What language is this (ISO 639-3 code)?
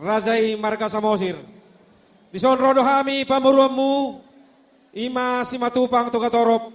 bbc